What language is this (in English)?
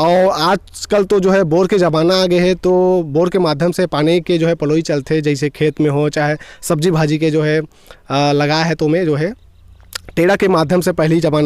Chhattisgarhi